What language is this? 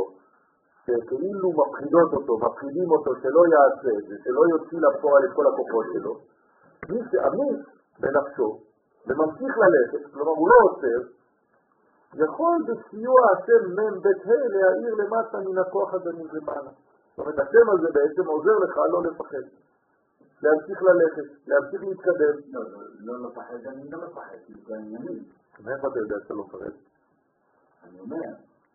Hebrew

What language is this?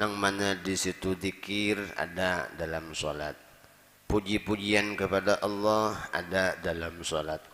Banjar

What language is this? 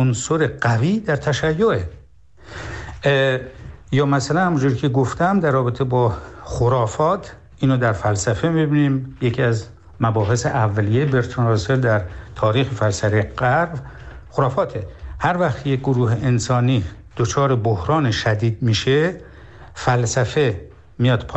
Persian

